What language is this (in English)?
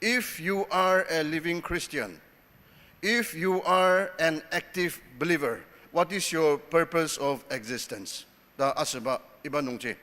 Ao Naga